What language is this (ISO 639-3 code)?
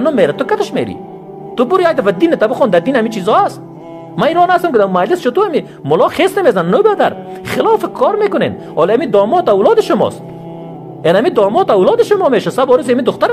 fas